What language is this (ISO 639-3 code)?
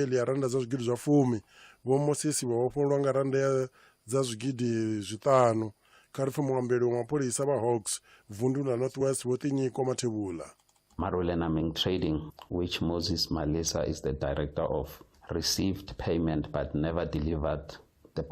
ven